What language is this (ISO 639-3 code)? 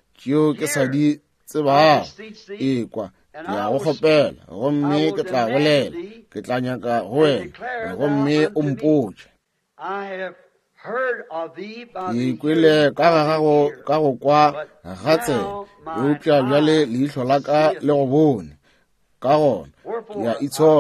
nso